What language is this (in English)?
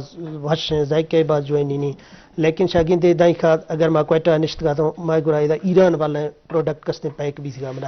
Eastern Balochi